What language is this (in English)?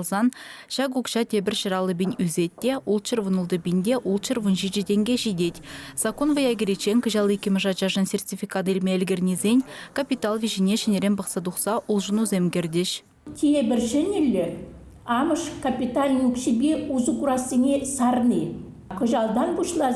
Chuvash